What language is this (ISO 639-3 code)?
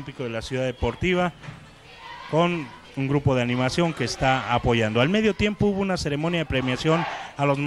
spa